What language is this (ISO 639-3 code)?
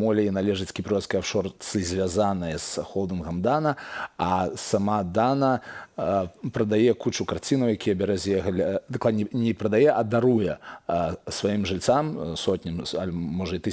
bel